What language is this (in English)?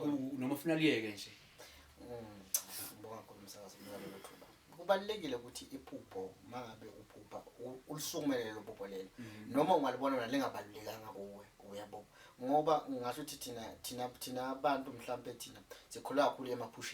Zulu